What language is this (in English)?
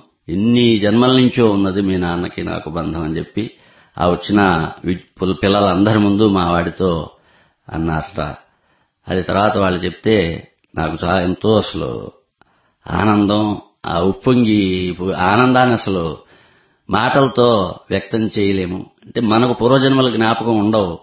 Telugu